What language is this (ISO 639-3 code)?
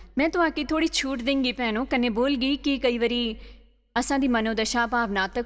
doi